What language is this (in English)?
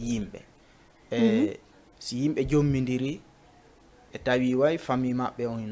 Fula